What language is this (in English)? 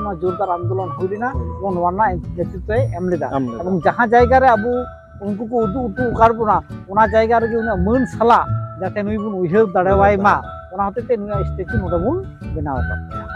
Santali